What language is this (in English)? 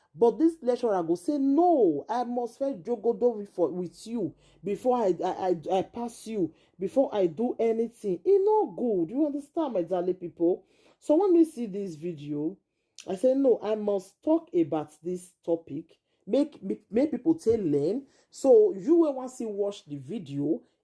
Nigerian Pidgin